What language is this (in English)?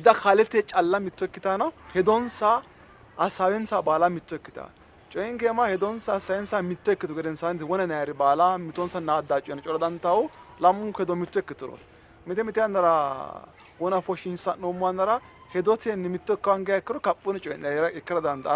Sidamo